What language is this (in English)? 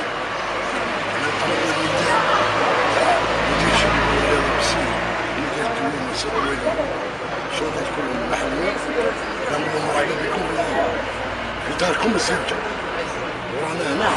Algerian Arabic